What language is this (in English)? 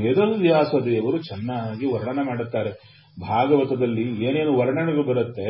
Kannada